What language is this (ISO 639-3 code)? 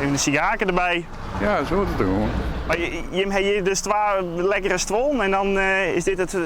fry